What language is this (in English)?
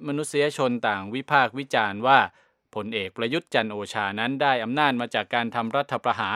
Thai